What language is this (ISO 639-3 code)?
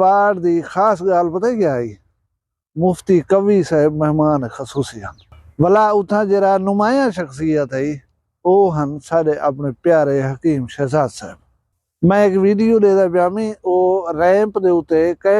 skr